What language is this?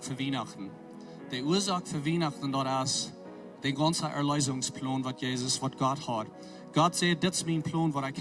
Plautdietsch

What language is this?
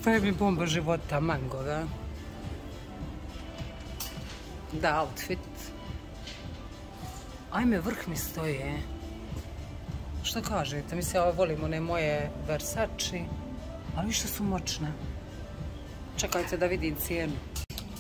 Croatian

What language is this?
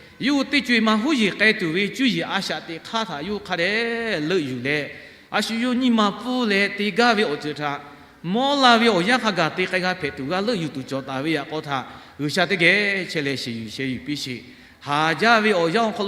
Lahu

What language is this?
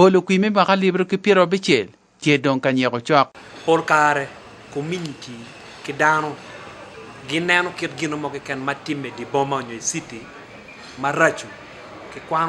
Acoli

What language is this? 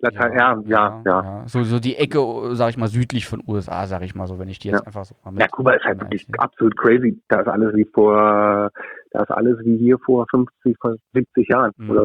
German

